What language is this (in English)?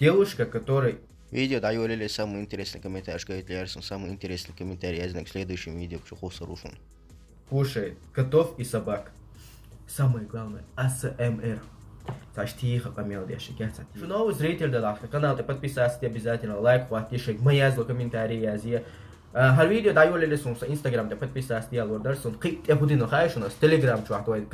Chechen